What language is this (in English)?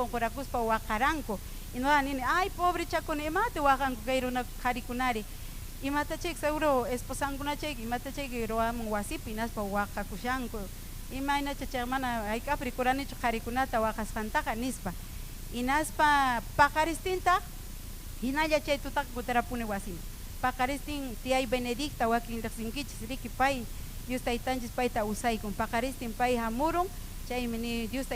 Ayacucho Quechua